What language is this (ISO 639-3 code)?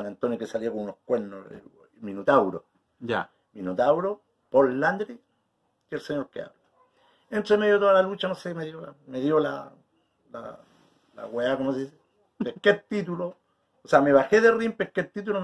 spa